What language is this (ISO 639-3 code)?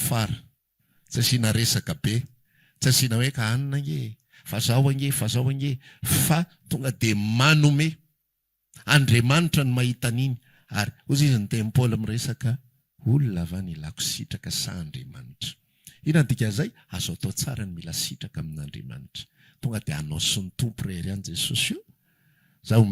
mlg